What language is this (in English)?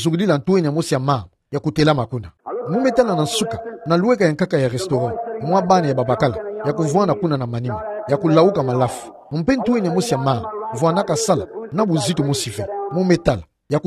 Kituba (Democratic Republic of Congo)